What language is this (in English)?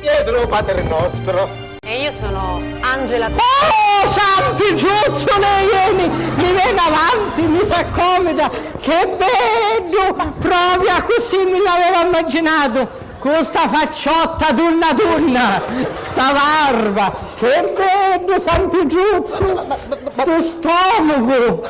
Sicilian